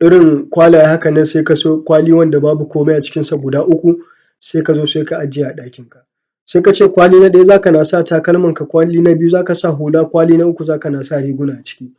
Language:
Hausa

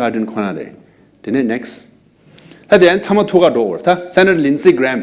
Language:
Tibetan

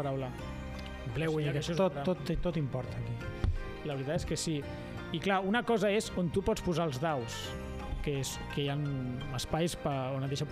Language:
Catalan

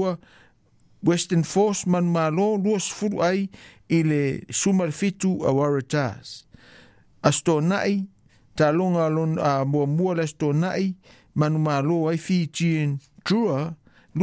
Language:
Samoan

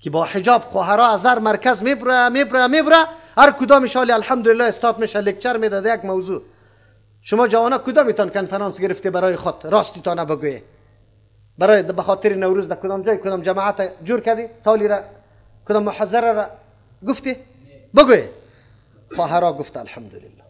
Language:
Persian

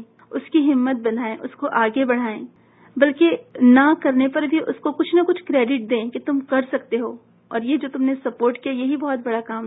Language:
Urdu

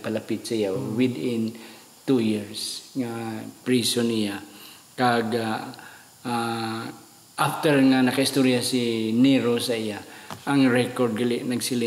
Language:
Hiligaynon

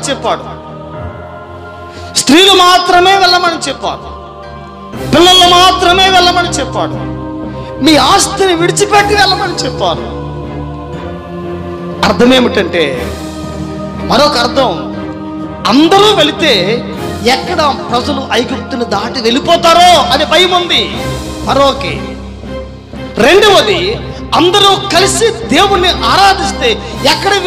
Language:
Telugu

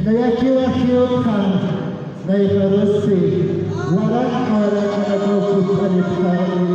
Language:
Aymara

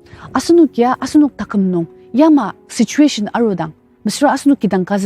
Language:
Ao Naga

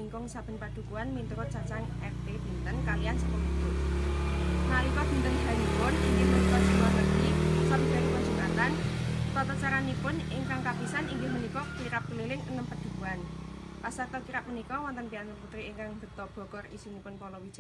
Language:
Javanese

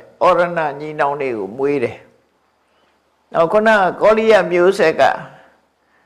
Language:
Burmese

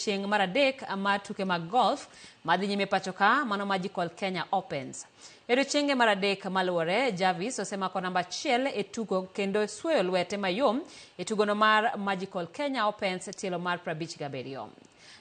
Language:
Luo (Kenya and Tanzania)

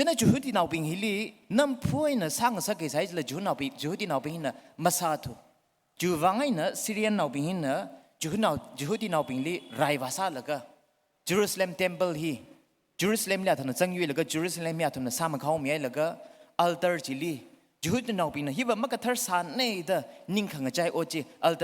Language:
Tangkhul Naga (India)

